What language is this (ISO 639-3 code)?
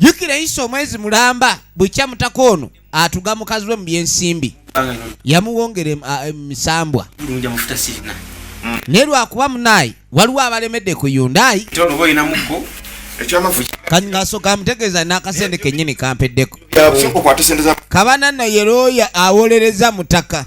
lug